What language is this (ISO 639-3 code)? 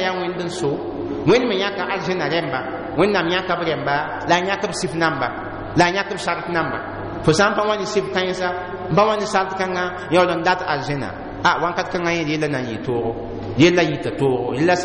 mos